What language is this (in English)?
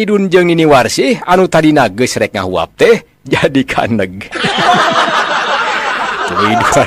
Sundanese